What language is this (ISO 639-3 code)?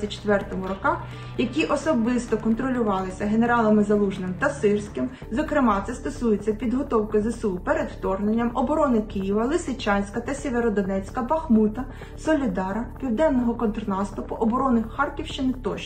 ukr